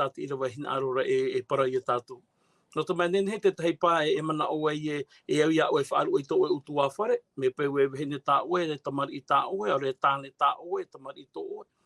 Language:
Tahitian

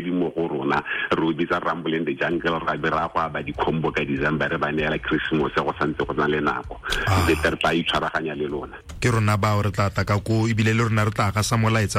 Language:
Tswana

